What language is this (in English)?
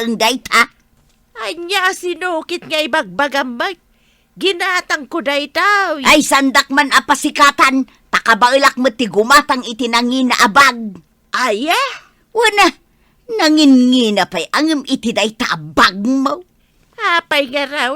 Iloko